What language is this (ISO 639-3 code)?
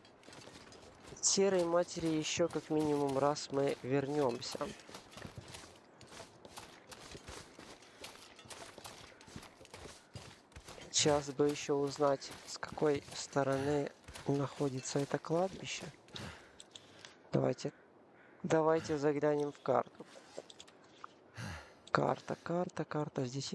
rus